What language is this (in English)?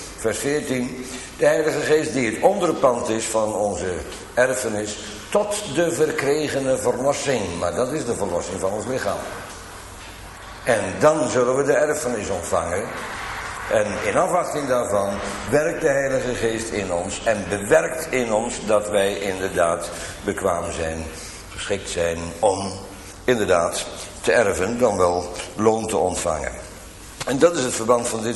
Dutch